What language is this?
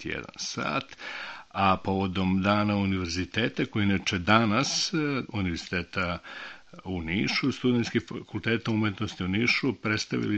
Serbian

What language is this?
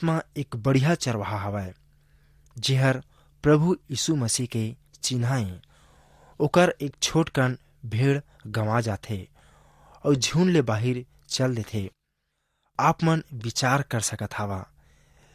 Chhattisgarhi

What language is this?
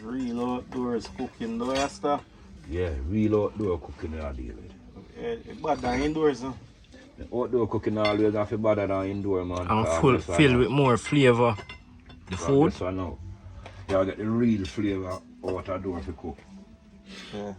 Jamaican Creole English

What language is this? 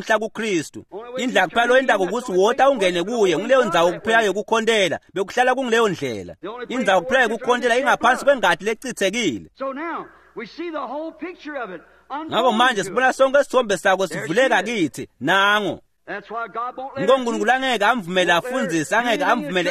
Swati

